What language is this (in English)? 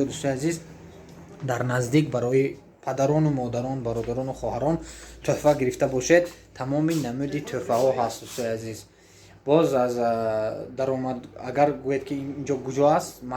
Tajik